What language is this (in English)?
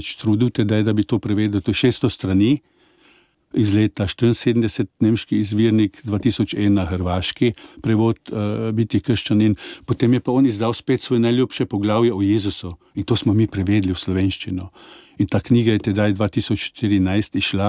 Slovenian